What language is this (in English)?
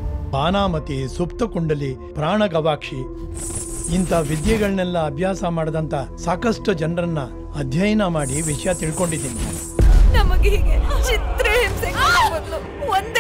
Kannada